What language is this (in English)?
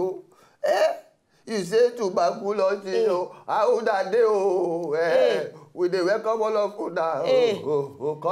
Nigerian Pidgin